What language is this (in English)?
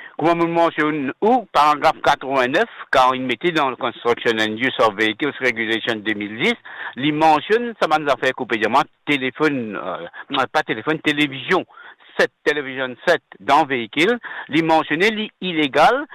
Morisyen